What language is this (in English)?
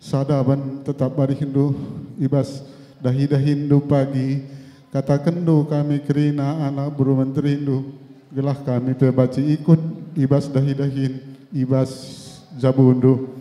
Batak Karo